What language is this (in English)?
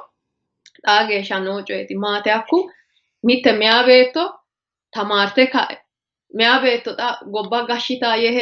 Sidamo